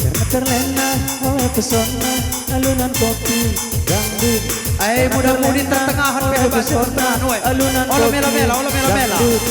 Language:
Batak Karo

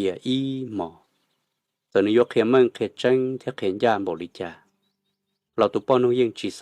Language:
Hmong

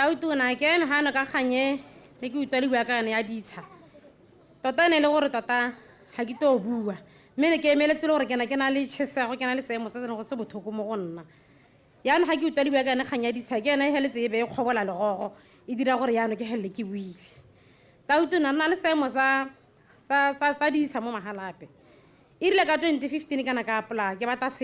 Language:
Tswana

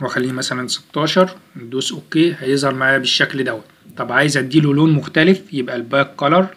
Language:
Egyptian Arabic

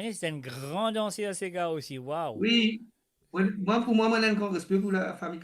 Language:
Morisyen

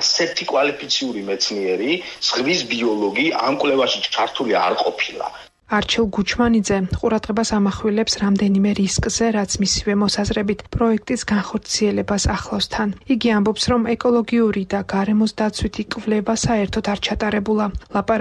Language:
Georgian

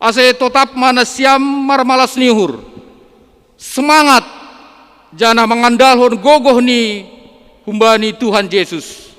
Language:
Batak Simalungun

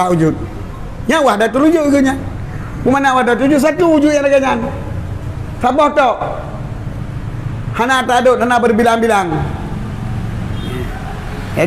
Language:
Malay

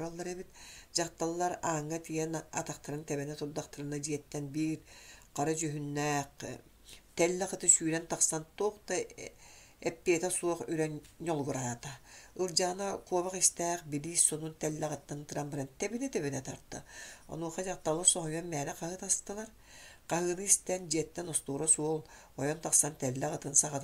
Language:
Yakut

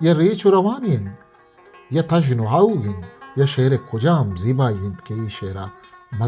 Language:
Eastern Balochi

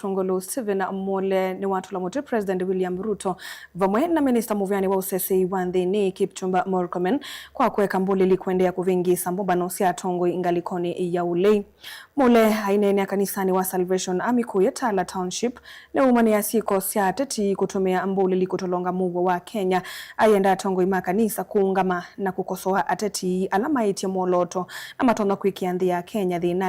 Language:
Kamba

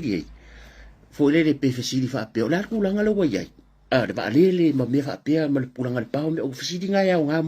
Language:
Samoan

